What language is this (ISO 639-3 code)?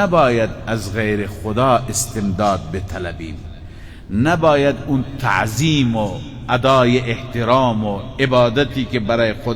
fas